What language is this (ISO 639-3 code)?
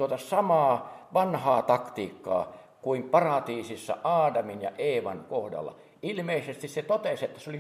fin